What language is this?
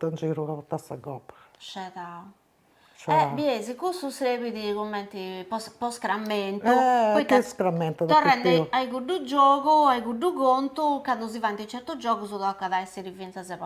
Sardinian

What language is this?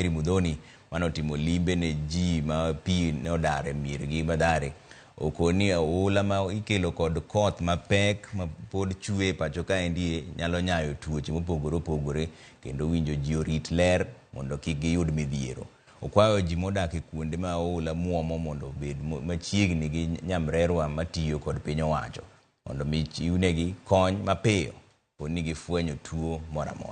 Luo (Kenya and Tanzania)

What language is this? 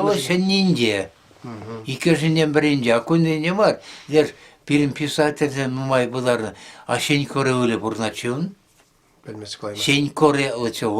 Chuvash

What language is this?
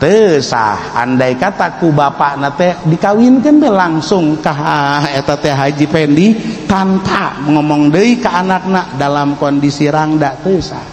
Sundanese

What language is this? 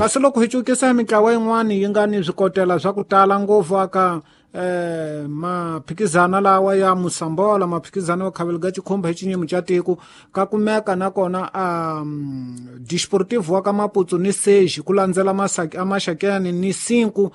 Tsonga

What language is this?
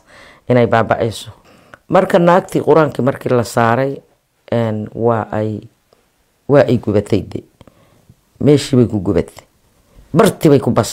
Somali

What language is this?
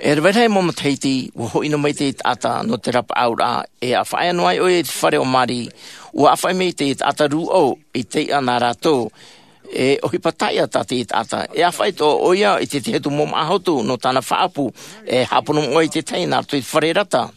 Tahitian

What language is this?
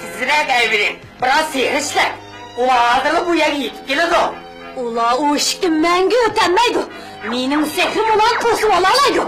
Uyghur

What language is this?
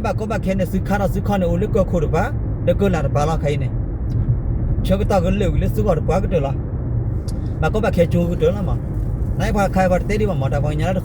S'gaw Karen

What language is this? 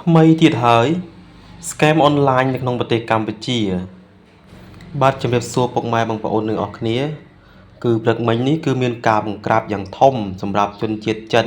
Khmer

